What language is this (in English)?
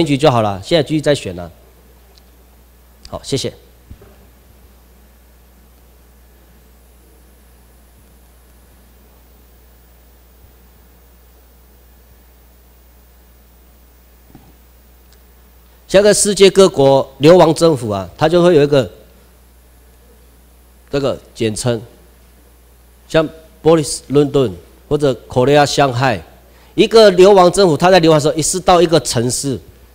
Chinese